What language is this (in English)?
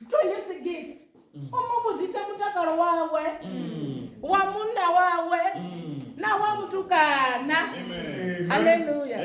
Venda